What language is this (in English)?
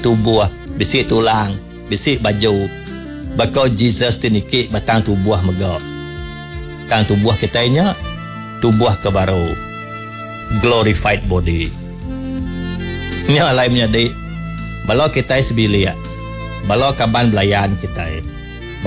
Iban